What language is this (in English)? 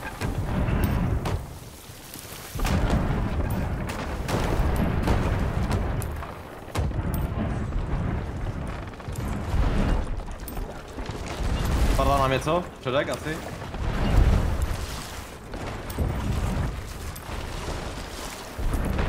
Czech